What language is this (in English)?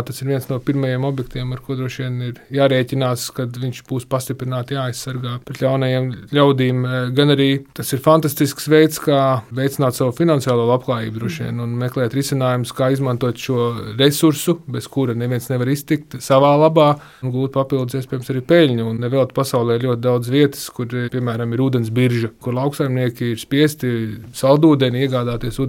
Latvian